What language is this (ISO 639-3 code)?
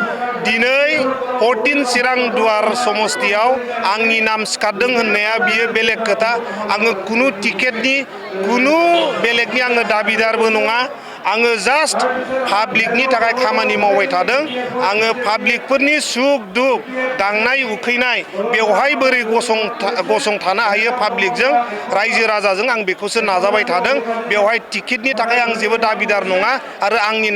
brx